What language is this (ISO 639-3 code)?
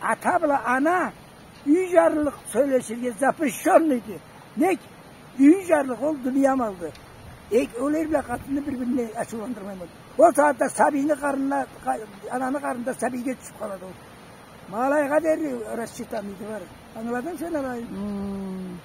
krc